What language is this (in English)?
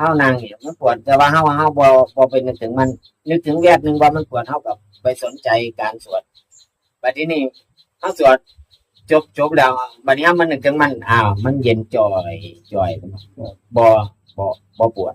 Northeastern Thai